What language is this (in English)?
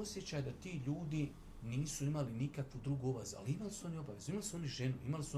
Bosnian